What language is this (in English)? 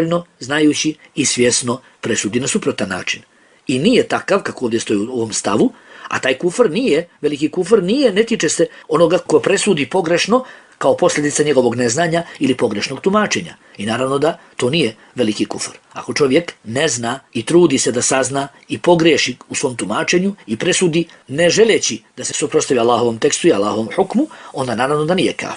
Bosnian